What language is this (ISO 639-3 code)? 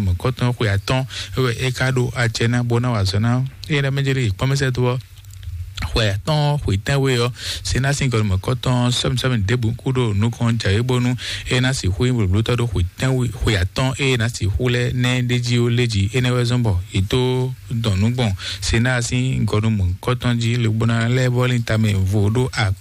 fon